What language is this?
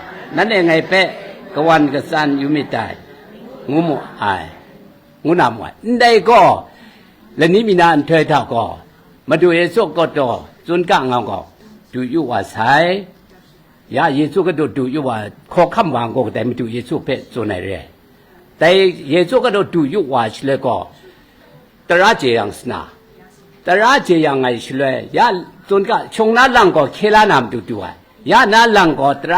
Kachin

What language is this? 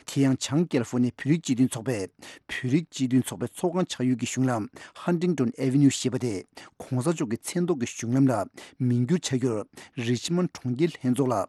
Tibetan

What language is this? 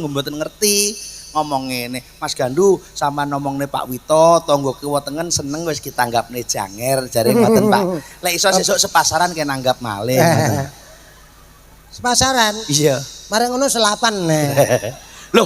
Javanese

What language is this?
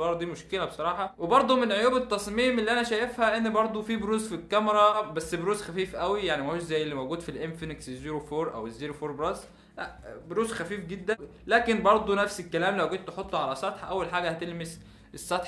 Egyptian Arabic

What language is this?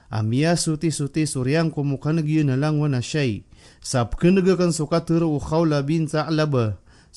Maranao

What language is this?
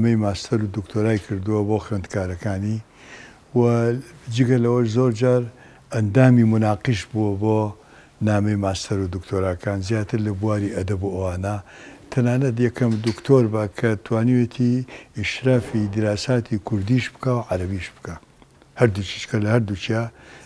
Central Kurdish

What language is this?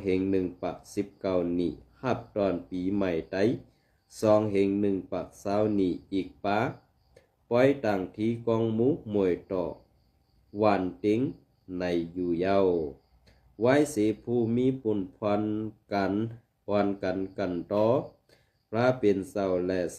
Shan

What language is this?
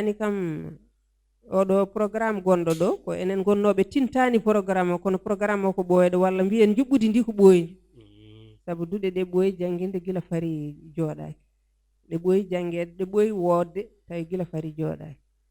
Fula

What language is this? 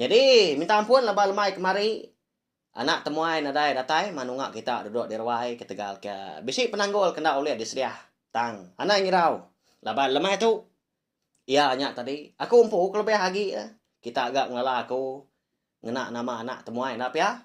Iban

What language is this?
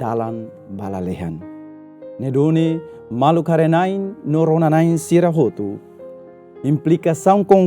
Tetum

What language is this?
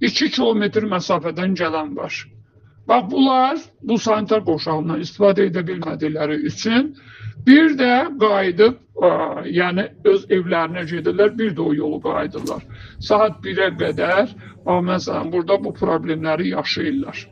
Azerbaijani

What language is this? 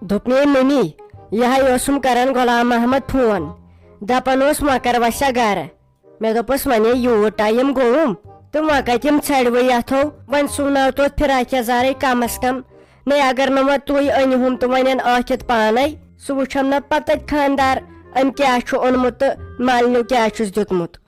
Kashmiri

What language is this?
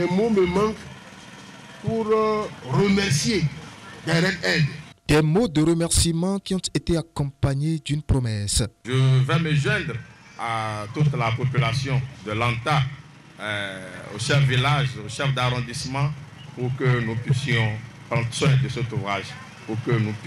French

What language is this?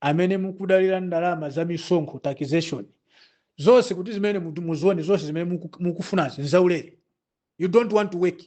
Nyanja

